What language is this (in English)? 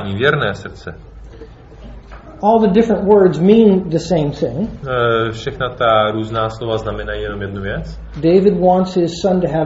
Czech